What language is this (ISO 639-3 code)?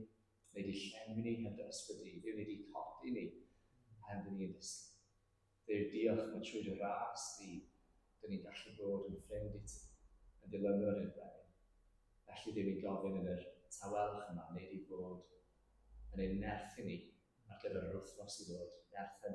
cym